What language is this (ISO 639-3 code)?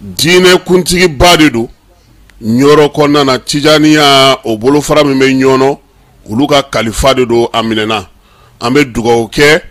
bam